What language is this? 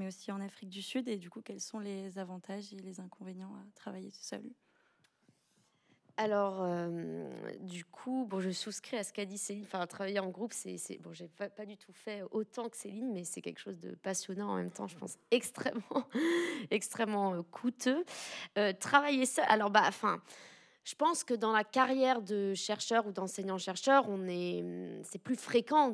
French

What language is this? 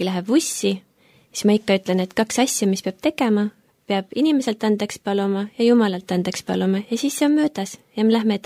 Estonian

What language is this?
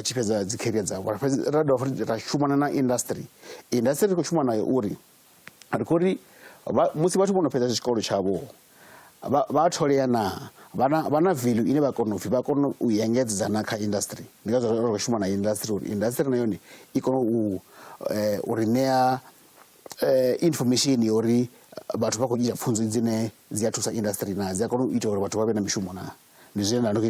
Venda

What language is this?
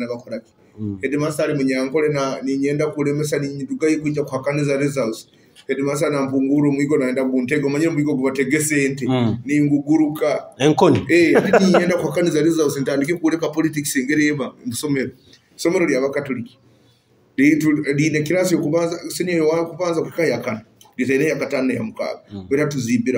Nyoro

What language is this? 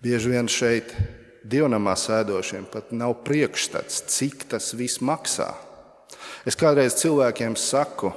Latvian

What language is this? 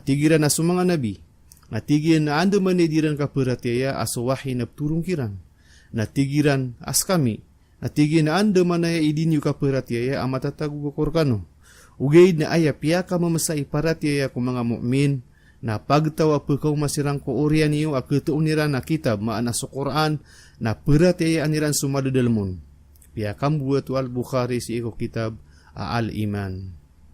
Maranao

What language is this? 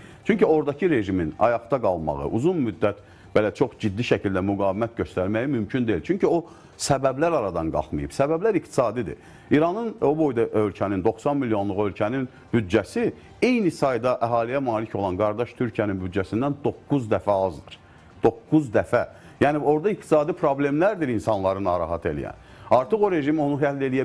Azerbaijani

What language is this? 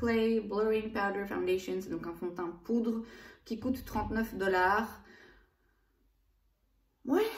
French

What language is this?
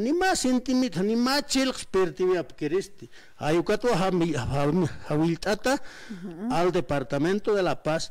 Aymara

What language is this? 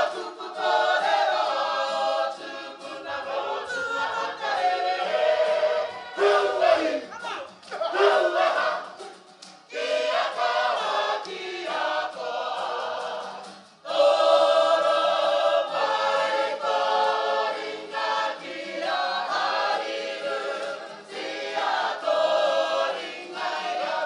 Māori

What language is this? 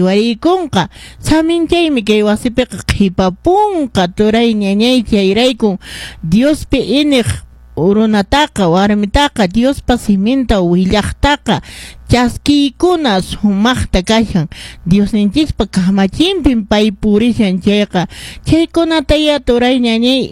Quechua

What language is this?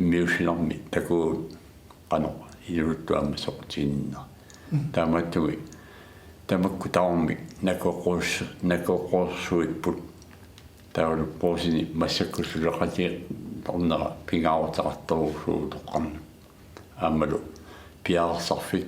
Kalaallisut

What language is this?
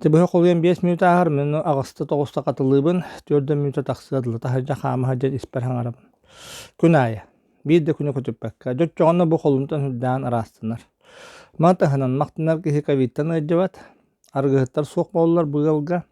Yakut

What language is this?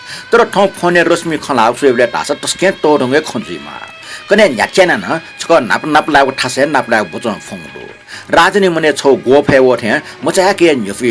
Newari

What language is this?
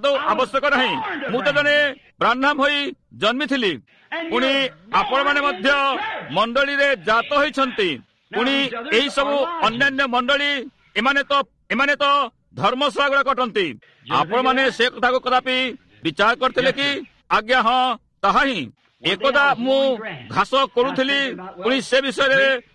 Odia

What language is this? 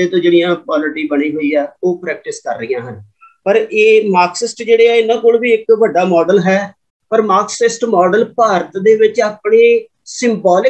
Punjabi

